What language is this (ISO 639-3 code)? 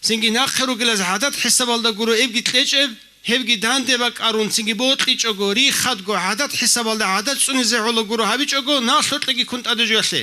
ava